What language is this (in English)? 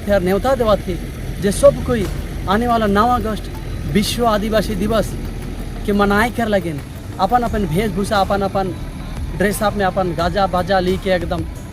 Sadri